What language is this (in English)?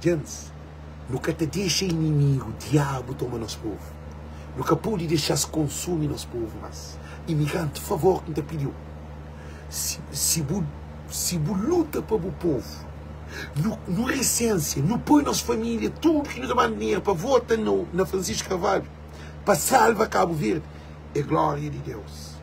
Kabuverdianu